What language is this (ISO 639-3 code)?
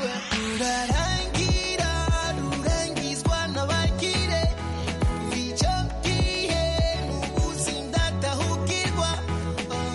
kin